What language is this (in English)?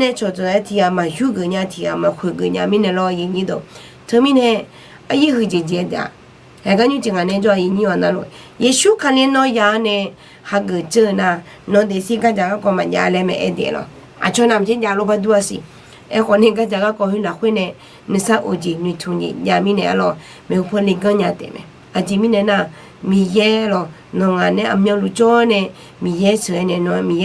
Akha